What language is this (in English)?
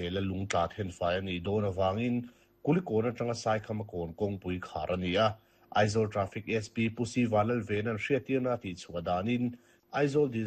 Mizo